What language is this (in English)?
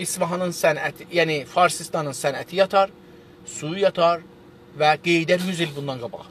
South Azerbaijani